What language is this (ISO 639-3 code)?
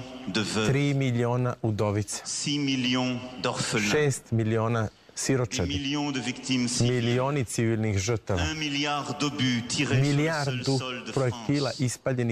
srp